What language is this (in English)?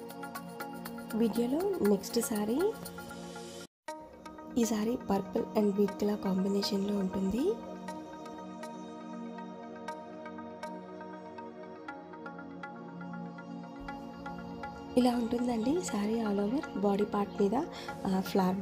Telugu